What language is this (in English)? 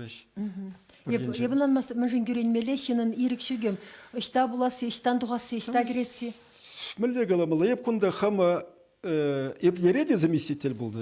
Chuvash